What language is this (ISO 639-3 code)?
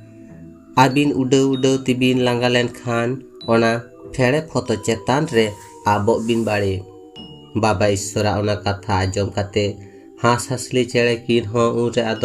sat